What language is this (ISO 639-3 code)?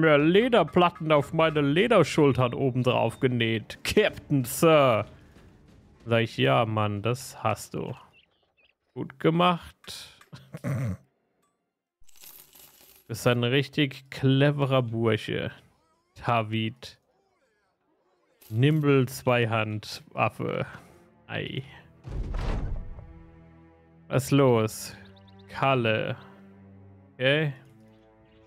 deu